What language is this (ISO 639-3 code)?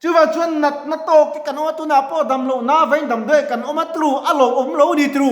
lus